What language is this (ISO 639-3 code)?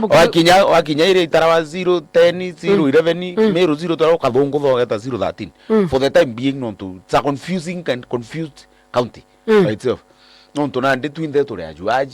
mer